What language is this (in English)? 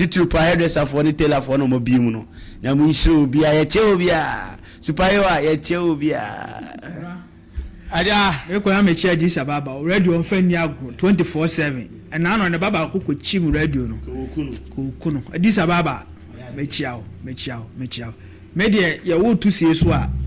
Akan